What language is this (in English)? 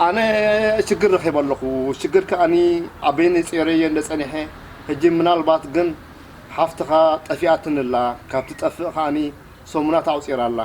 Tigrinya